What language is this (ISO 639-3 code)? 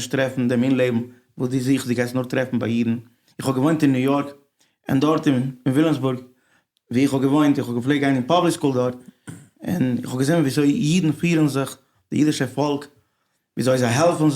yid